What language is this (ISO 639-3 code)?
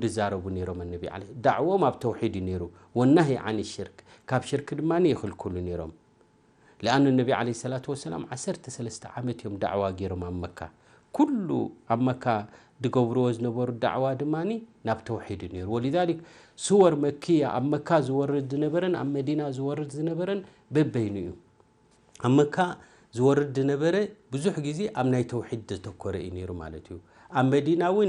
tir